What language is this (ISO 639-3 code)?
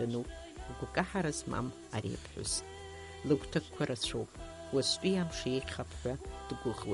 abk